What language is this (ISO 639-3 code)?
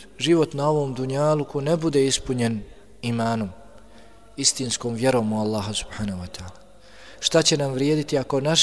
bos